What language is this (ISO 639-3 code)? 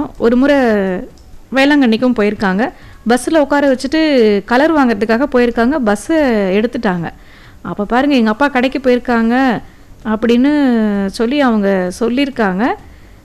tam